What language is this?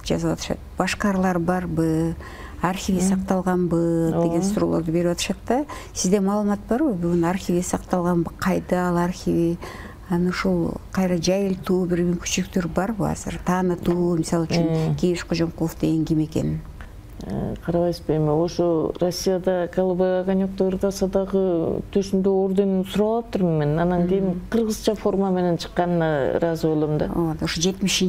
Kyrgyz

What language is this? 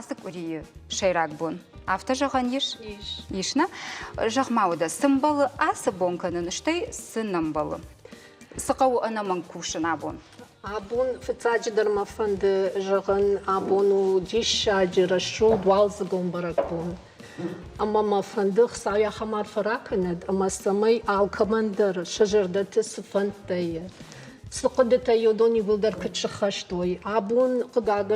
Ossetic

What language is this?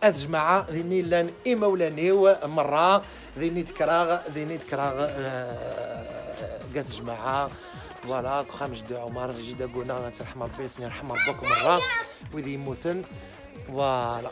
Kabyle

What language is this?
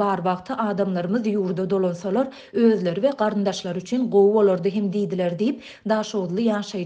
Turkmen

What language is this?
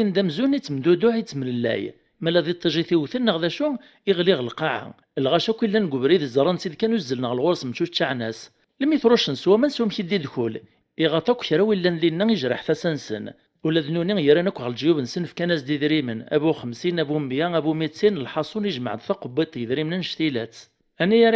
Kabyle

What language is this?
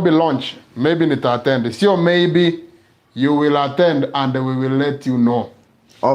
Gusii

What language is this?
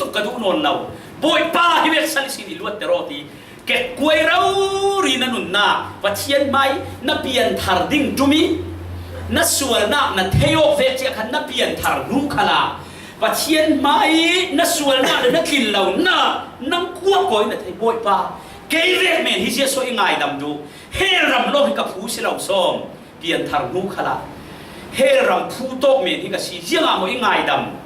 Falam Chin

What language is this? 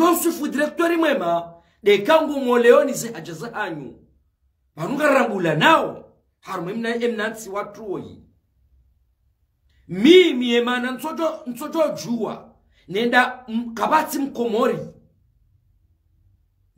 Swahili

